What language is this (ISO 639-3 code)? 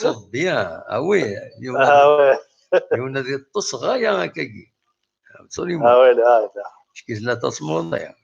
kab